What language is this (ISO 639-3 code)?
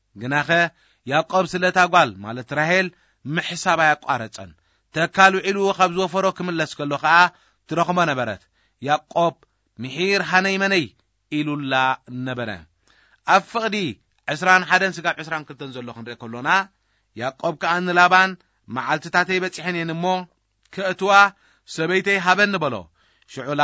tir